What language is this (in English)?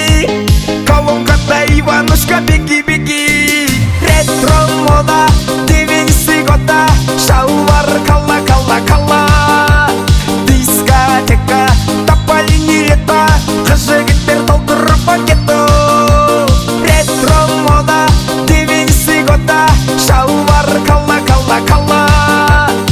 Kazakh